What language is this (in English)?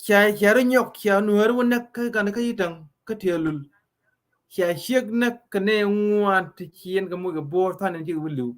Nuer